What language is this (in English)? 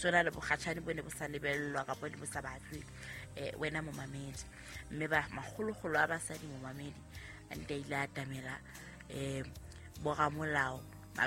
Southern Sotho